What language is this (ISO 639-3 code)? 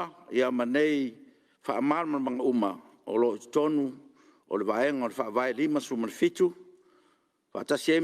smo